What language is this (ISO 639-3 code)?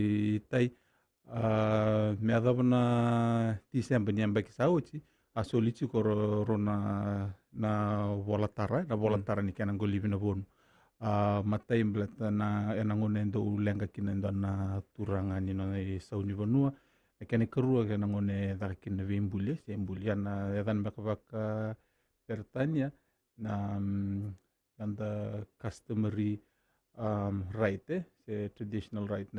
fij